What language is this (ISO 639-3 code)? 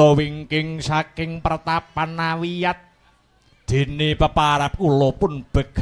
jav